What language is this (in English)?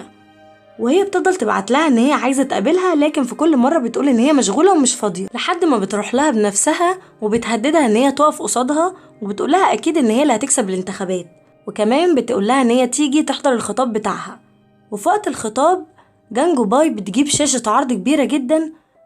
Egyptian Arabic